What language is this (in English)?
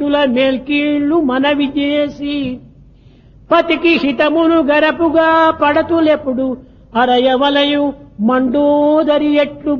Telugu